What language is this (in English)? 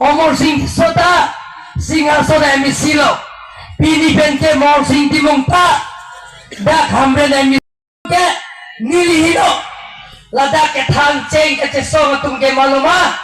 Karbi